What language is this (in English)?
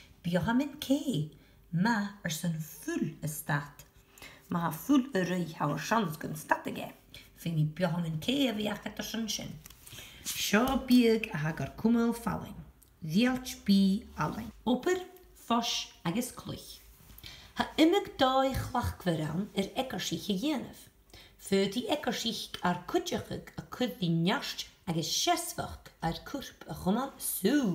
Scottish Gaelic